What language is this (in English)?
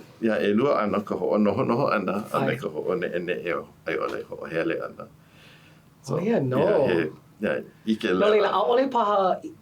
Hawaiian